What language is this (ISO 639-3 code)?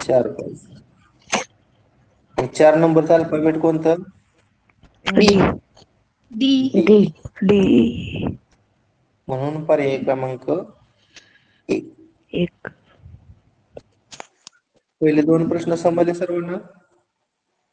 mar